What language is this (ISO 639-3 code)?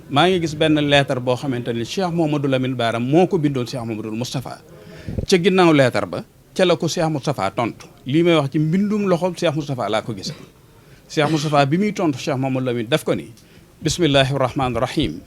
wol